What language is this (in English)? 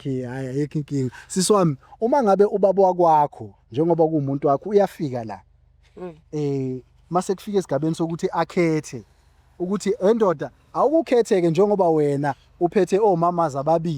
Zulu